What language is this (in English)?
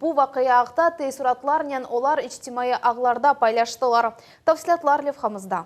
Crimean Tatar